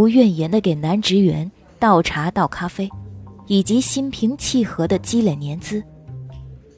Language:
Chinese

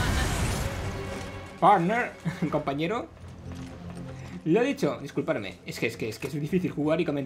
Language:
Spanish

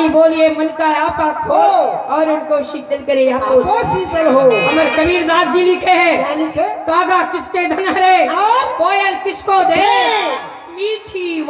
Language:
Chhattisgarhi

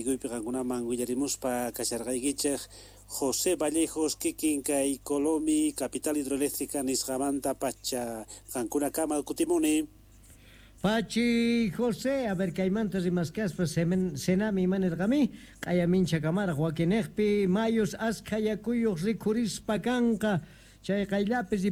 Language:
South Bolivian Quechua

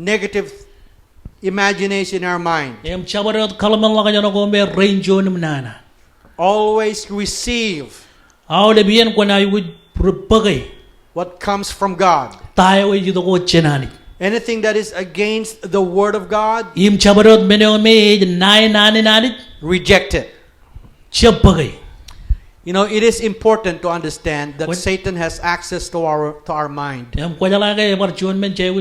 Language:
Marshallese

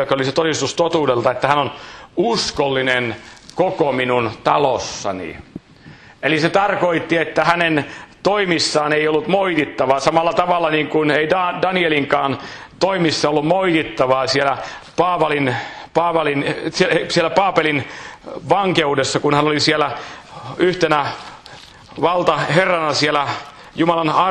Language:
Finnish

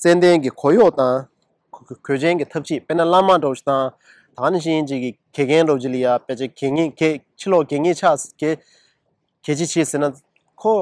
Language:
Tibetan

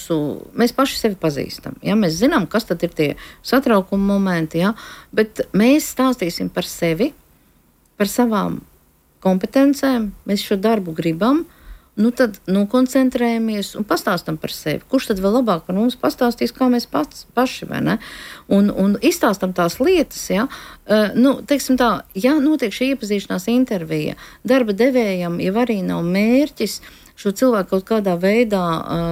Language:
Latvian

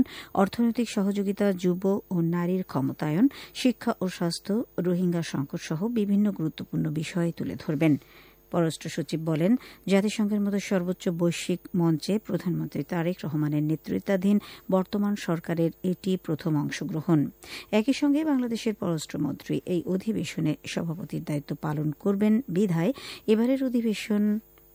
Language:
Bangla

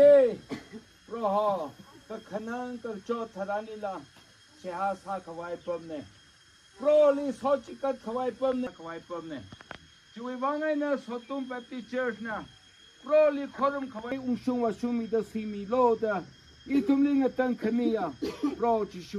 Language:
Tangkhul Naga (India)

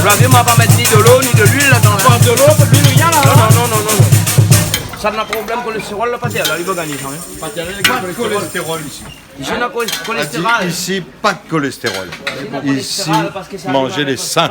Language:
Réunion Creole French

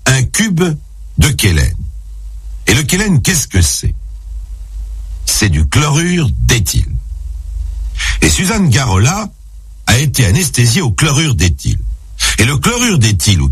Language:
French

